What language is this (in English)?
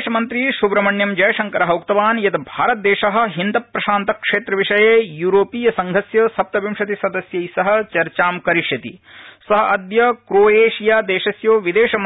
Sanskrit